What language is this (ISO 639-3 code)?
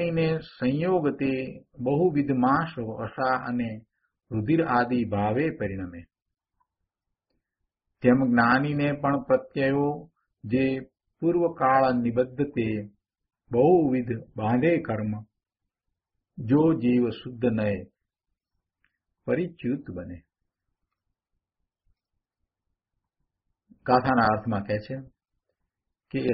guj